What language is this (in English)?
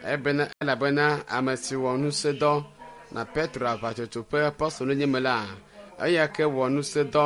Ewe